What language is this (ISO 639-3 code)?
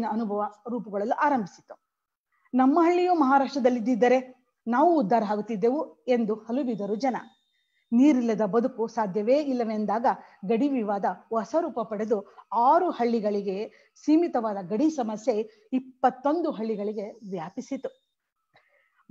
kan